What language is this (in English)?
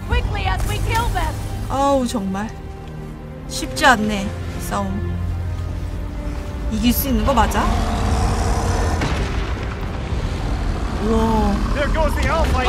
Korean